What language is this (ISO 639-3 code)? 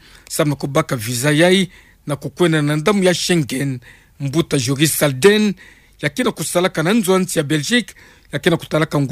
ktu